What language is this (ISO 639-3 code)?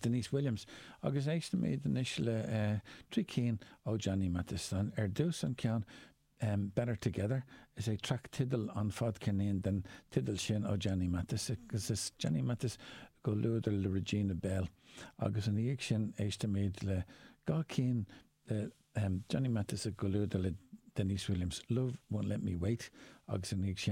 gle